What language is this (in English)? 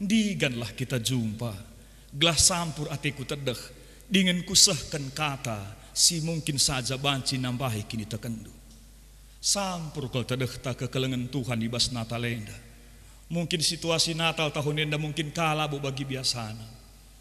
Batak Karo